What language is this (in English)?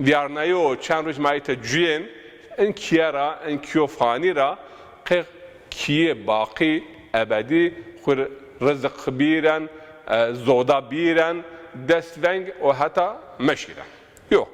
Zaza